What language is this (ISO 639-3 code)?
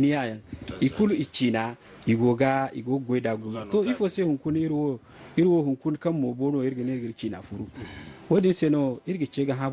dje